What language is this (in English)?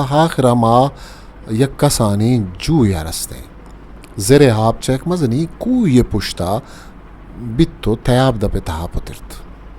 Eastern Balochi